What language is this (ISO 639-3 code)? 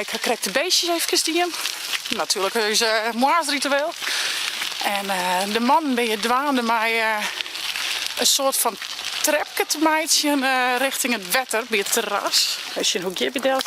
fry